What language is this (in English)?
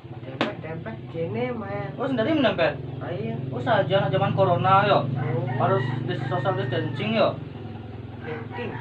Balinese